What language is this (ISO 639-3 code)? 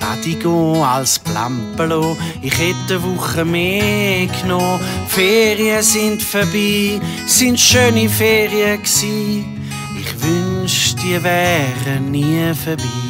gsw